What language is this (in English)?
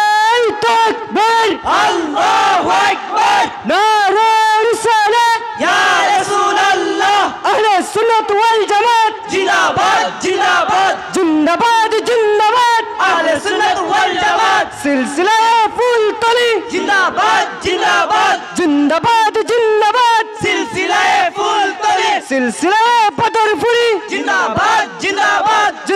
Sylheti